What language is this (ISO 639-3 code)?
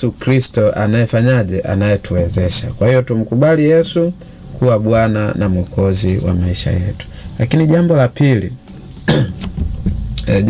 swa